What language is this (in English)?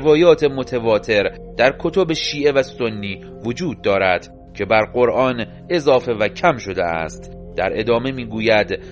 Persian